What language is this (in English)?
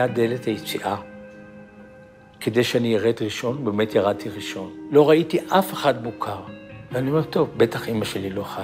Hebrew